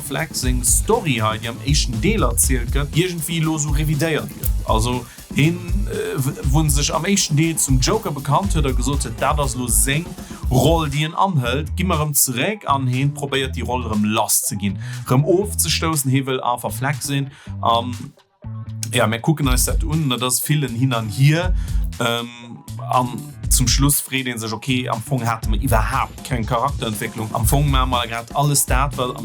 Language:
Luxembourgish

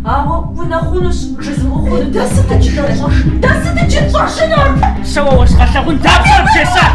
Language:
Kabardian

